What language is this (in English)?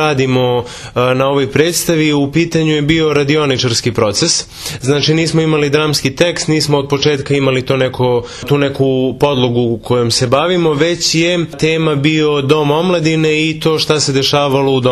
Serbian